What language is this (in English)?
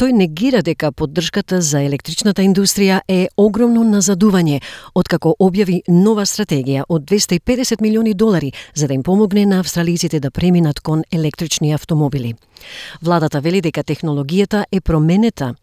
Macedonian